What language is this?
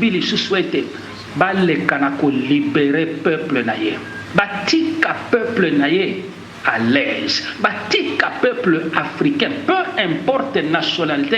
Lingala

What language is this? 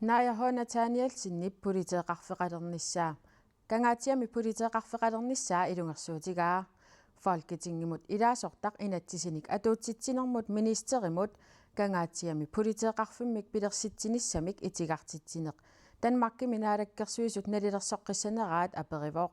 Kalaallisut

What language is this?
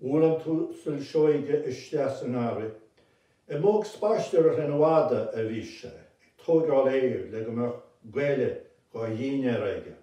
Irish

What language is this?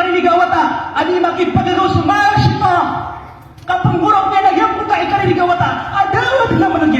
Maranao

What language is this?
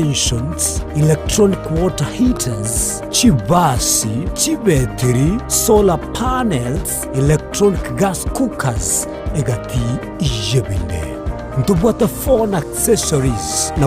Gusii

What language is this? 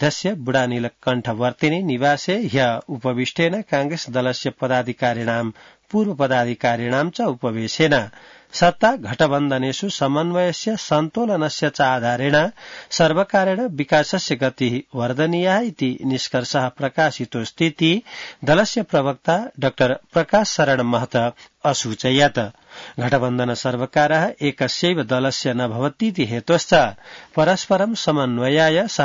Sanskrit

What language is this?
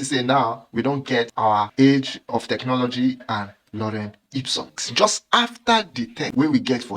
Nigerian Pidgin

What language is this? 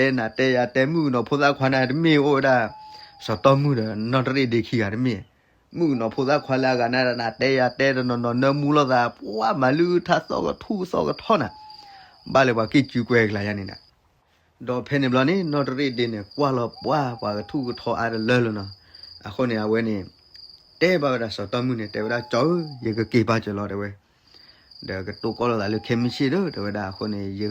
S'gaw Karen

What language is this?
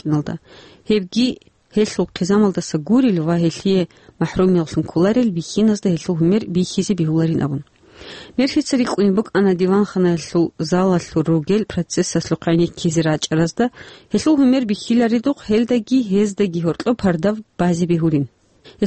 Avaric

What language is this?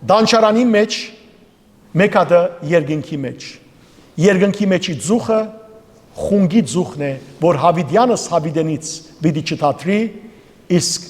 Western Armenian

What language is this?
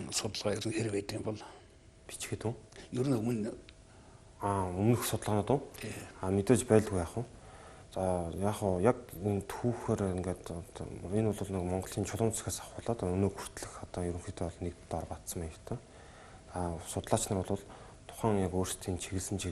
Mongolian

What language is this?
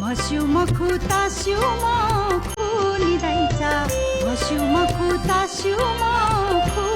Newari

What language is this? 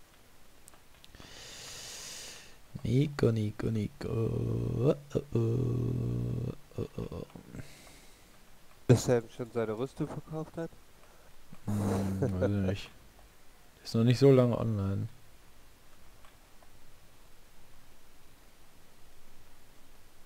German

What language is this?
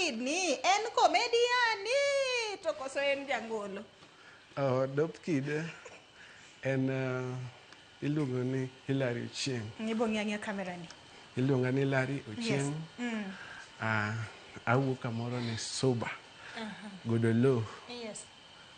Luo (Kenya and Tanzania)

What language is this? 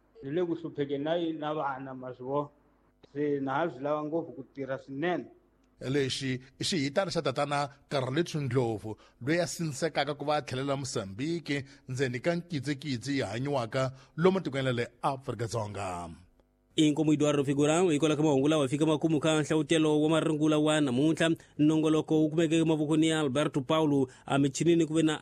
Tsonga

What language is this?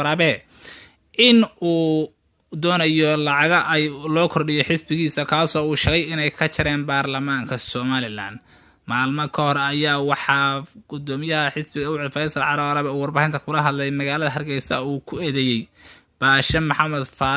Somali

